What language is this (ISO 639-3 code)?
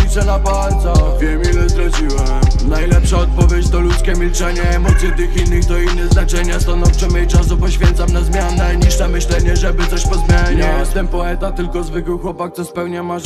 pol